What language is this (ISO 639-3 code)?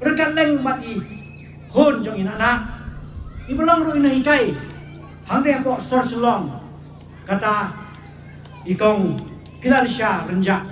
kha